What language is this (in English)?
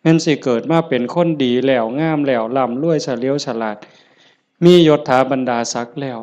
Northeastern Thai